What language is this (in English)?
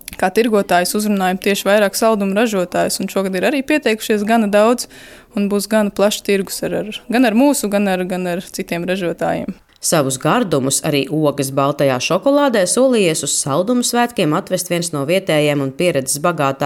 Latvian